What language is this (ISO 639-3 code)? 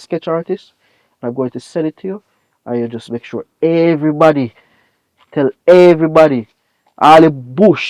jam